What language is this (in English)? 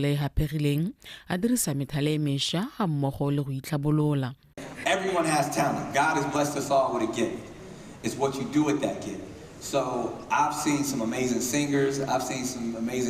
Tswana